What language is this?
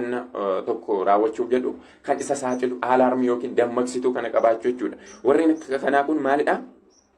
Oromo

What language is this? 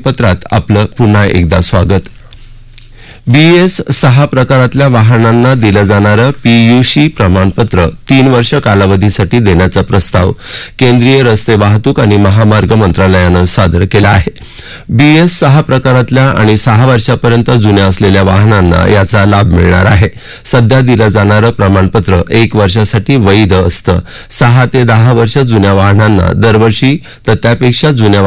Marathi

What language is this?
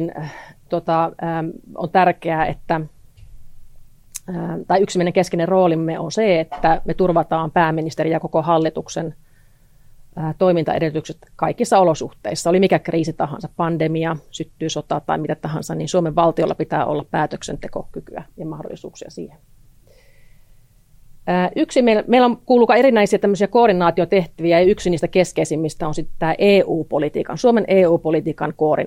Finnish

